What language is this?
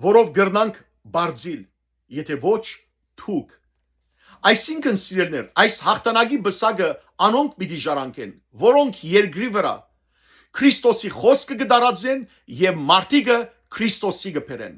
Western Armenian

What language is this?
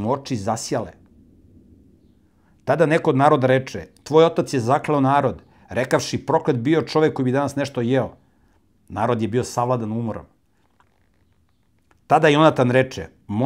Serbian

